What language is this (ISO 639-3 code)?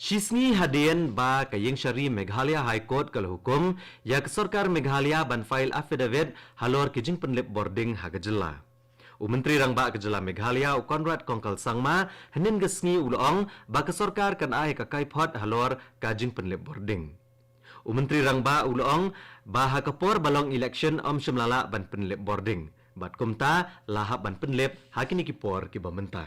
kha